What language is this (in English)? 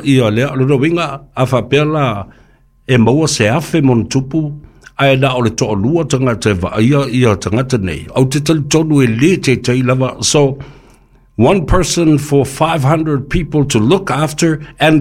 Samoan